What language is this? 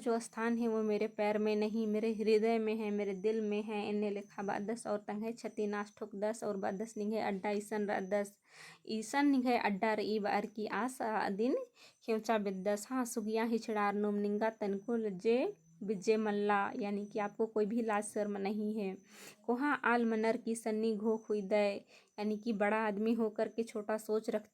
Kurukh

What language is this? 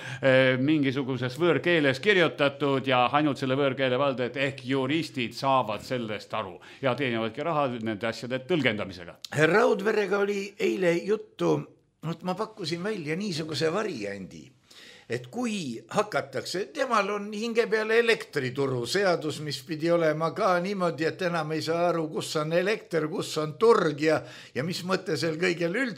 Estonian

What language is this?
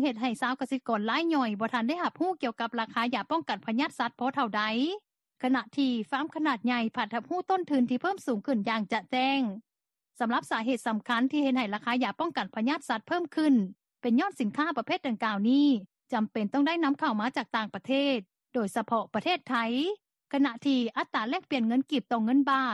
Lao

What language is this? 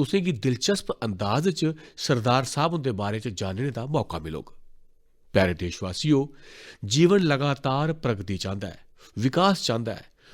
Dogri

